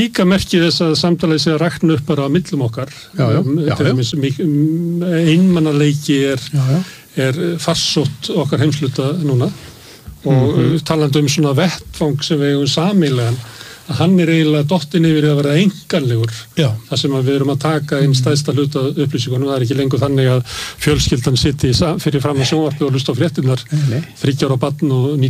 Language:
Icelandic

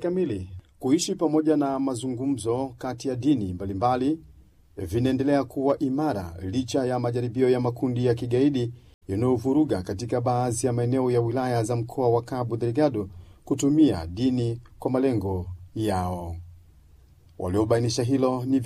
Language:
Swahili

